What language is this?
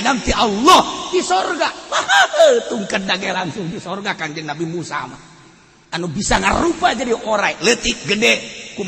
Sundanese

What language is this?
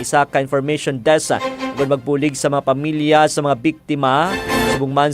Hiligaynon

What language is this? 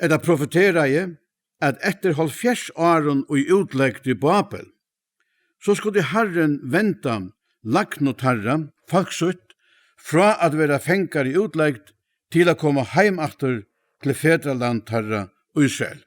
Faroese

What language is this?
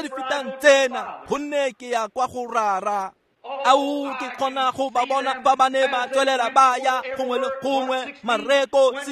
Tswana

